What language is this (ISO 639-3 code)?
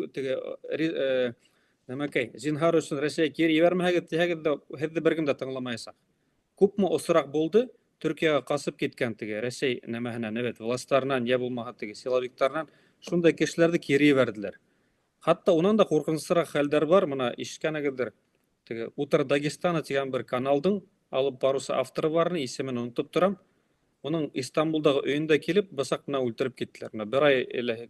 bak